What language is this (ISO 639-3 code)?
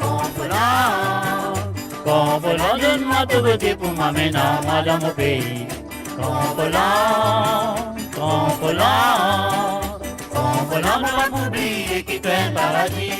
mfe